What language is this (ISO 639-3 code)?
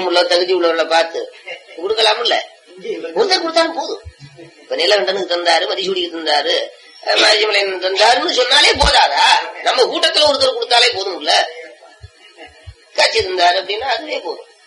tam